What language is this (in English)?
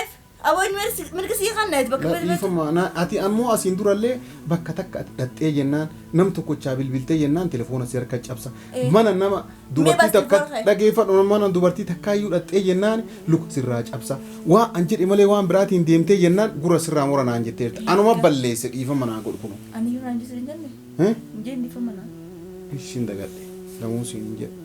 Oromo